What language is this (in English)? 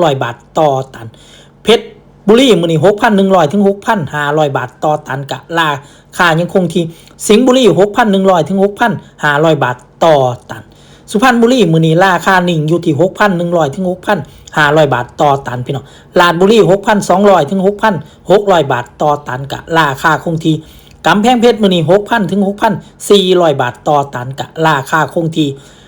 Northeastern Thai